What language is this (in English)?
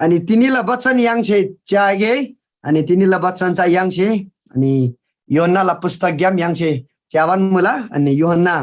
Eastern Tamang